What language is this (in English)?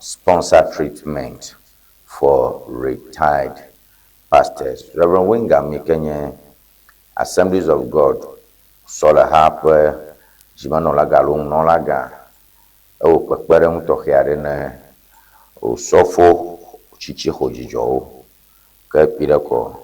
Ewe